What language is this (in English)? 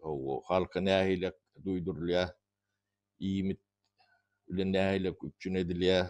Turkmen